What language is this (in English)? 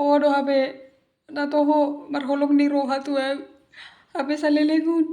Batak Toba